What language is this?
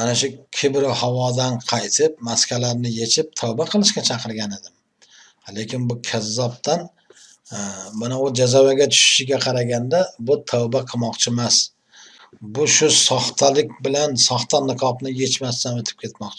Uzbek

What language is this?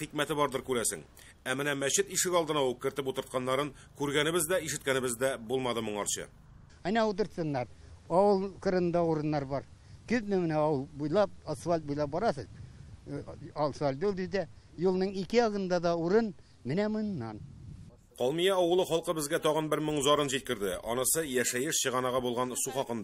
Tatar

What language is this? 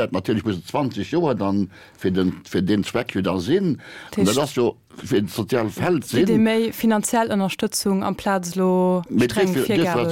Luxembourgish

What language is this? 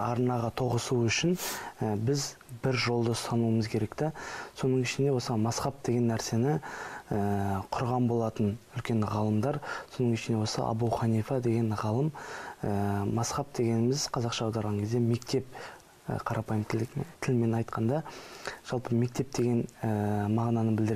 Kazakh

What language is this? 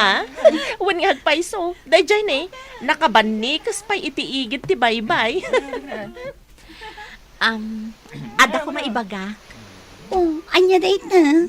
Iloko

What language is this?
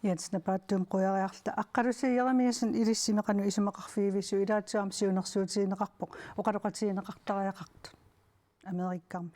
Kalaallisut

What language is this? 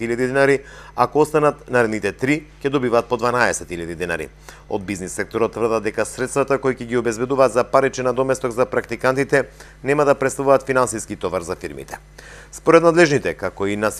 Macedonian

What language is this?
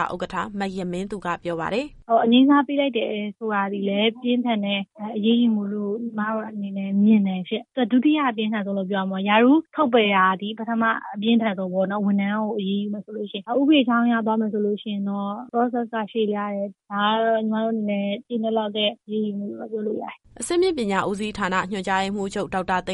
Burmese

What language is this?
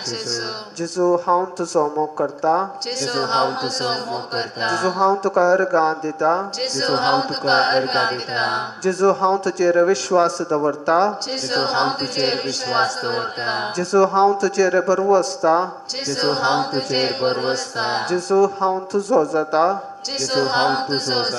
Konkani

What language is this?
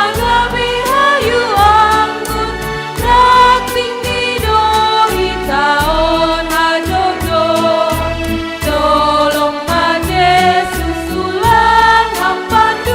Batak Simalungun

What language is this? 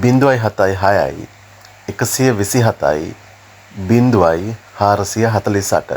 Sinhala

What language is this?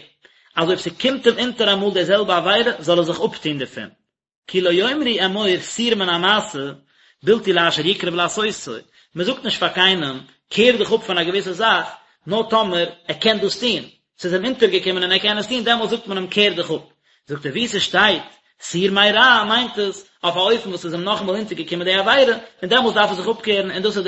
Yiddish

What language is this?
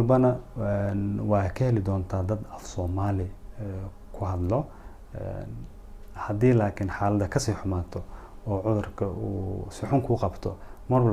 Somali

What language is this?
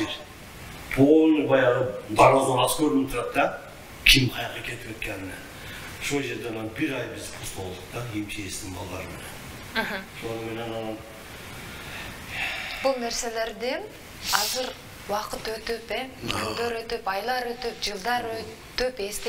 Kyrgyz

